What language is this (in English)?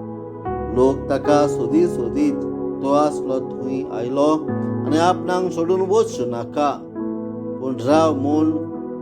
Konkani